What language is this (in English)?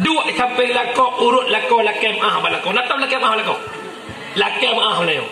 Achinese